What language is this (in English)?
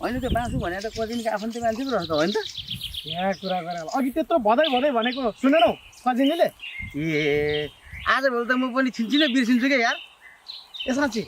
Nepali